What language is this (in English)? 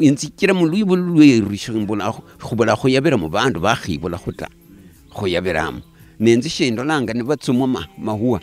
Luyia